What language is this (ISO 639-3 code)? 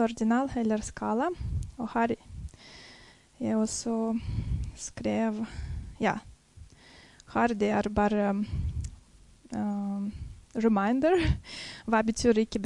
nor